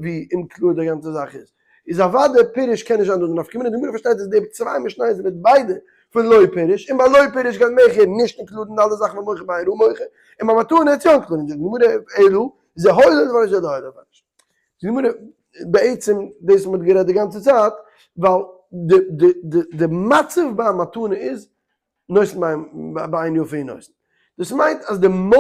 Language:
Yiddish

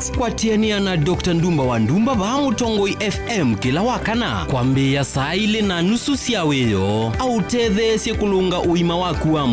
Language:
Kamba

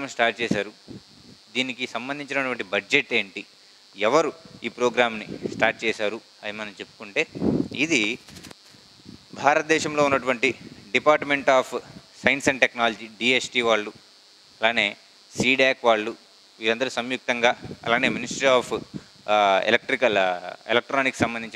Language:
Telugu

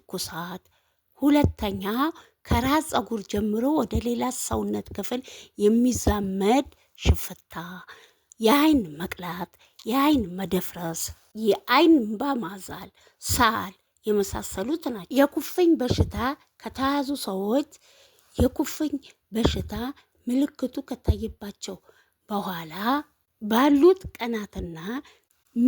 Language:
Amharic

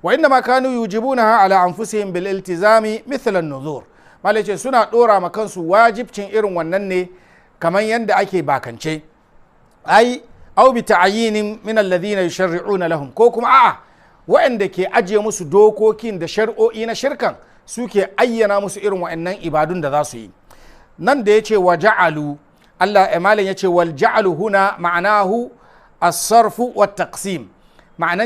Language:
Hausa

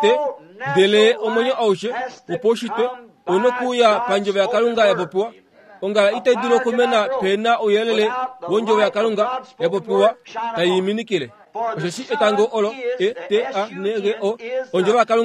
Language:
Kuanyama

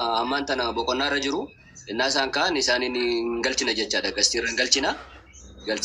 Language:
Oromo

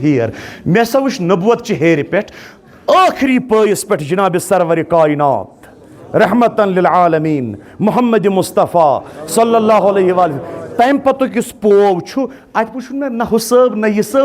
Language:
Kashmiri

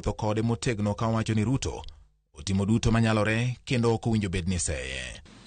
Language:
Luo (Kenya and Tanzania)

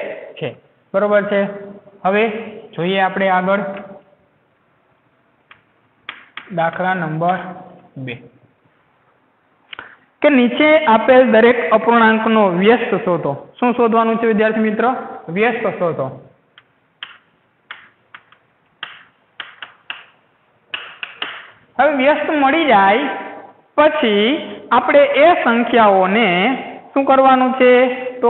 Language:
Gujarati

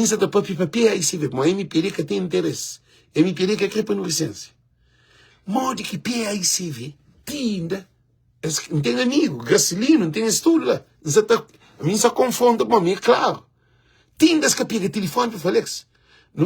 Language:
Kabuverdianu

